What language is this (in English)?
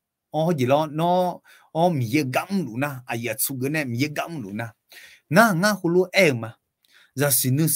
Akha